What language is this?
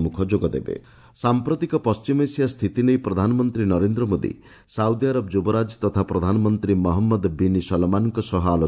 Odia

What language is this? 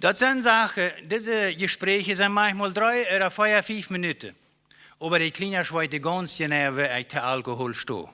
Plautdietsch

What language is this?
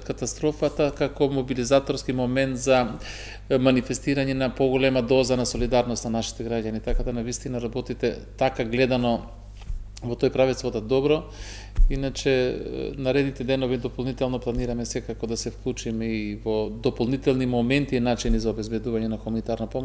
Macedonian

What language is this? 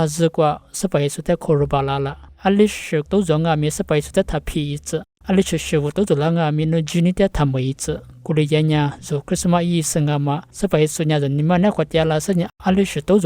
Lisu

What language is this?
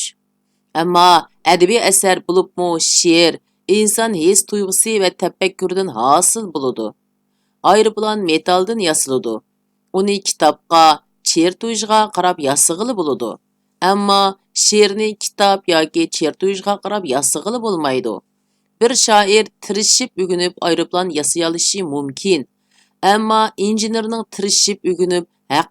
Uyghur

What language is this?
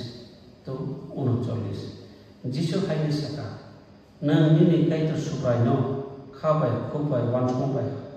Kok Borok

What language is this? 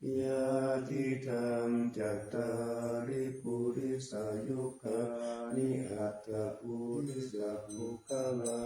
Pali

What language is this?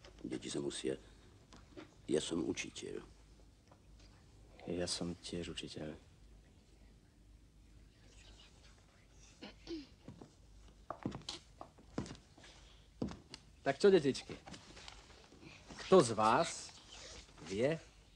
Slovak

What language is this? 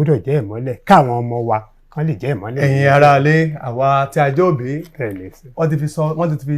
Yoruba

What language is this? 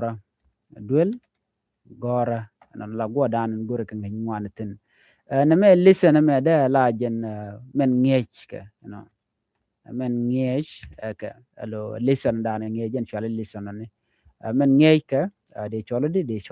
Nuer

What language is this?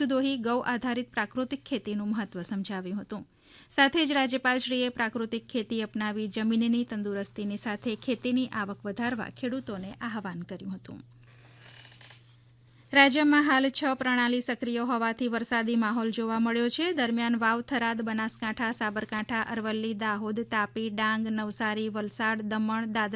Gujarati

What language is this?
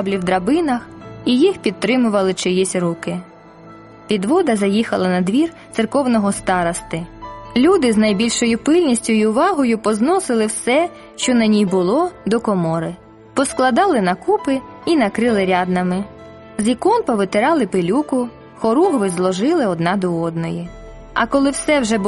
Ukrainian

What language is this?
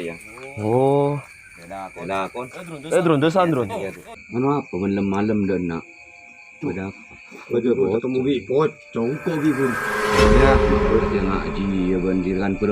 Madurese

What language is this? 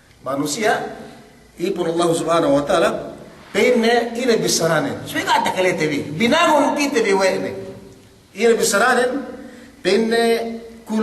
Yakan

